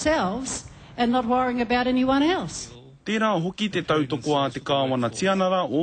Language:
Māori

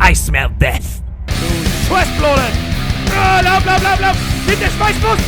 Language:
Bavarian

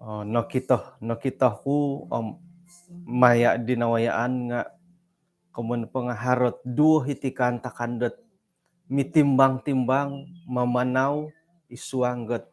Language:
Central Dusun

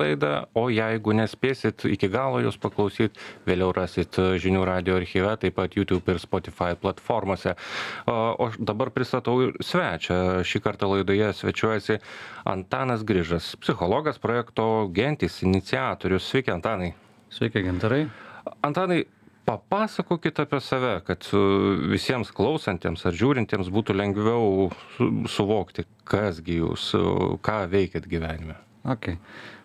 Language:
Lithuanian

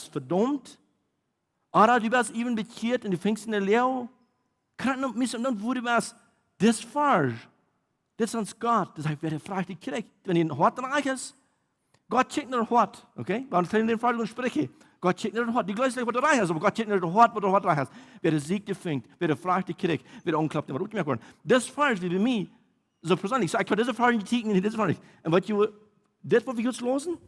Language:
Plautdietsch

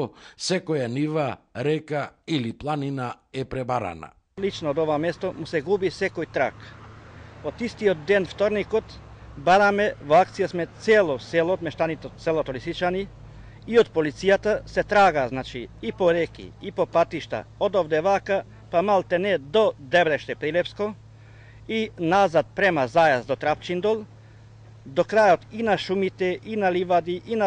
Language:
Macedonian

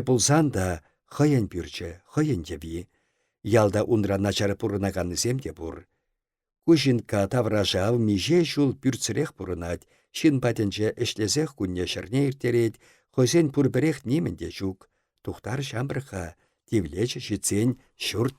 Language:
Chuvash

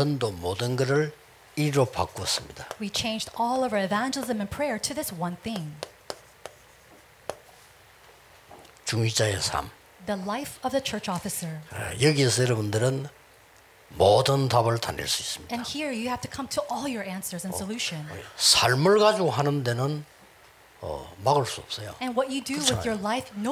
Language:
Korean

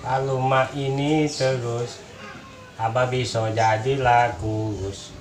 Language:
Musi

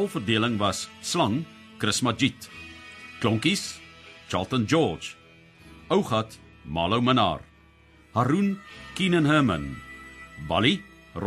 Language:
Afrikaans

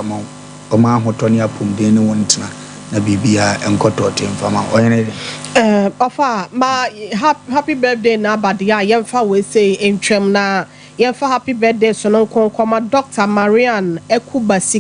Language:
Akan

